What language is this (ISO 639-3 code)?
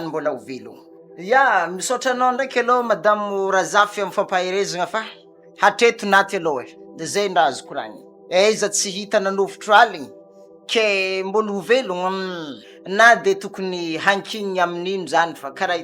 mlg